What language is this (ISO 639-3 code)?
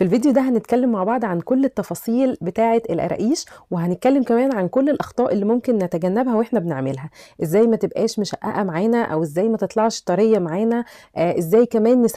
arz